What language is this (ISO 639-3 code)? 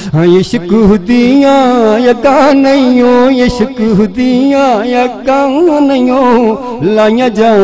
skr